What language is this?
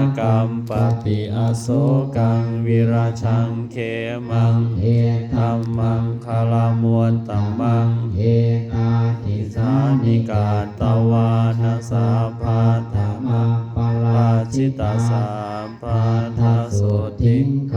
Pali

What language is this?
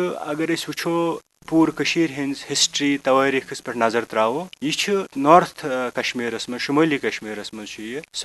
Kashmiri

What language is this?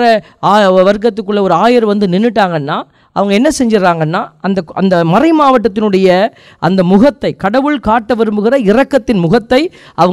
Tamil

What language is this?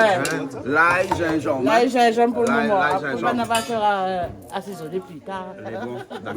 Réunion Creole French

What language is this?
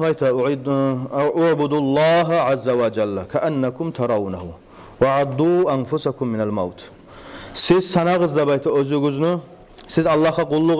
Kumyk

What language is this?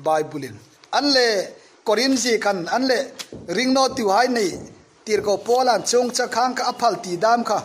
Hmar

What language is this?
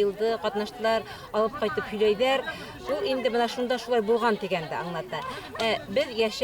Bashkir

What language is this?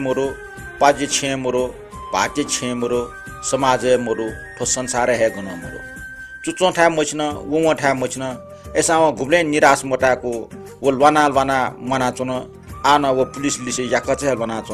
Newari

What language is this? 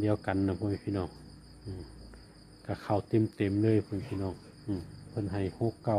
Northeastern Thai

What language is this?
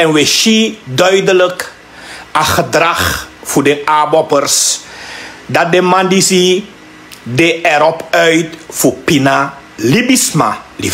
Sranan Tongo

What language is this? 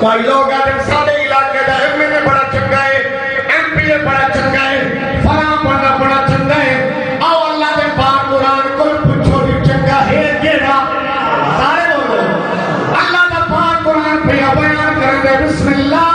Saraiki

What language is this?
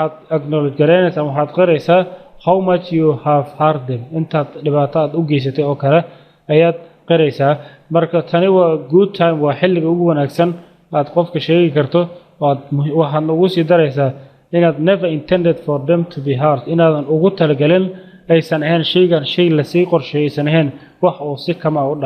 Somali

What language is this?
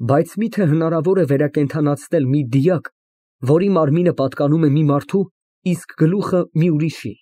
Armenian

